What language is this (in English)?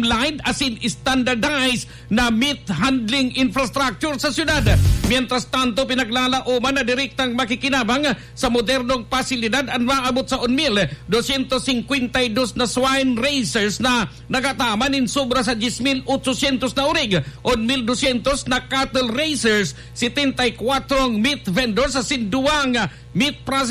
Bikol